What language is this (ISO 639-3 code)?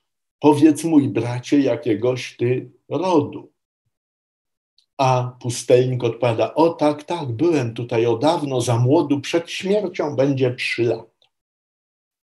pol